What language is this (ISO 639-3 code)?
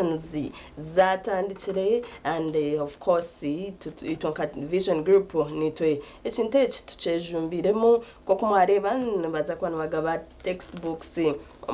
nyn